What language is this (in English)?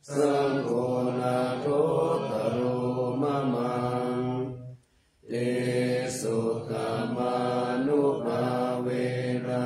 Pali